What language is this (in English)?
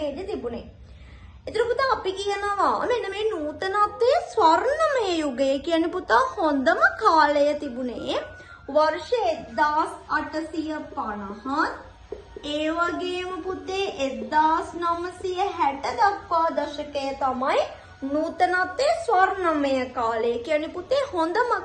Sinhala